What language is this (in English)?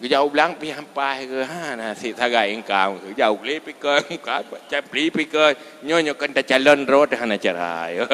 Achinese